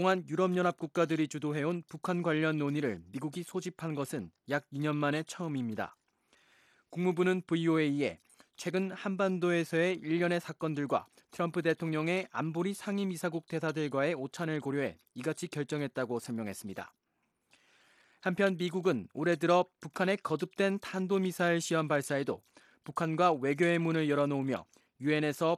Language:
Korean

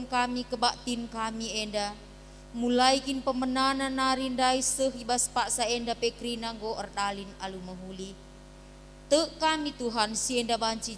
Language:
Batak Karo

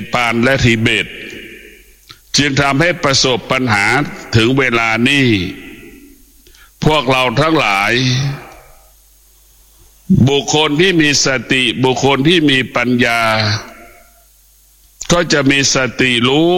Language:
Thai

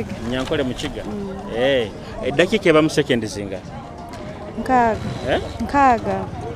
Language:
Nyoro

